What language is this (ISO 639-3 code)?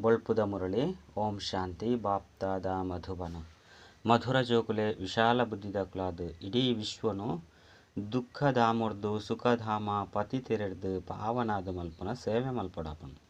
tcy